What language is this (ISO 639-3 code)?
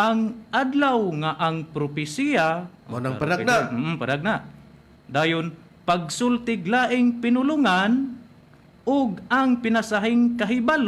ceb